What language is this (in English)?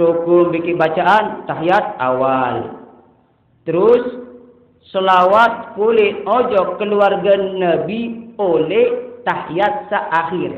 Sasak